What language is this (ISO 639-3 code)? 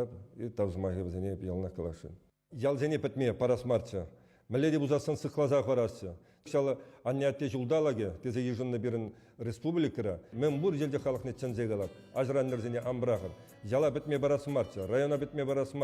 chv